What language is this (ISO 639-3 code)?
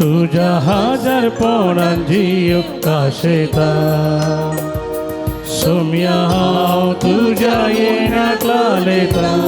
kok